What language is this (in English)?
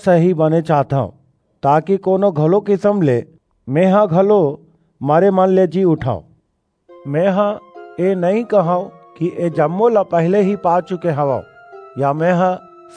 Chhattisgarhi